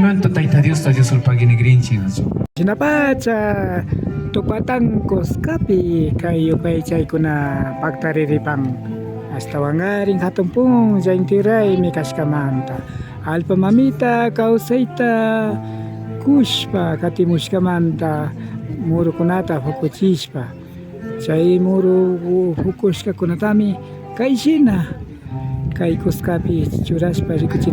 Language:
Imbabura Highland Quichua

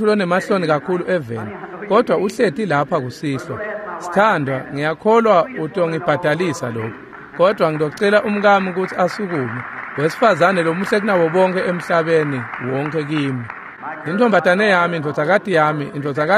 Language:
Swati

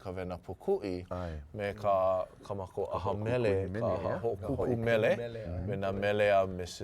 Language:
Hawaiian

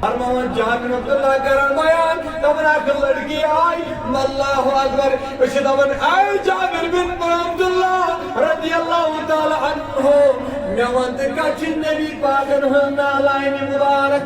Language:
Kashmiri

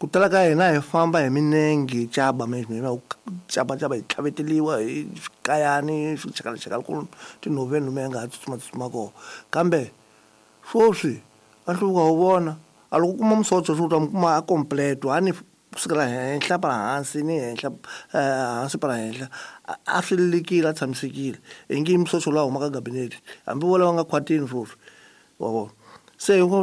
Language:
Tsonga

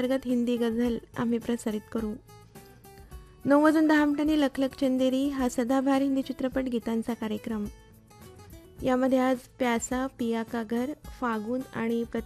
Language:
Marathi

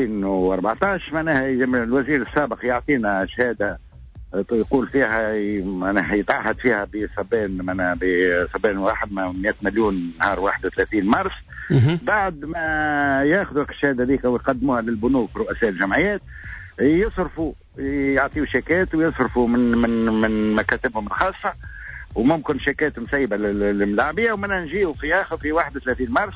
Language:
Tunisian Arabic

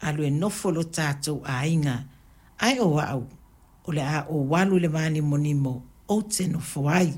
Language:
Samoan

